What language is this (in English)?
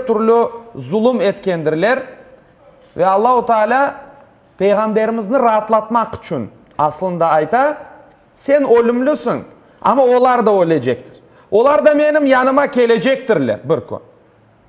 Crimean Tatar